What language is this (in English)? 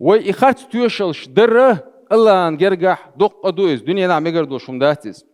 Chechen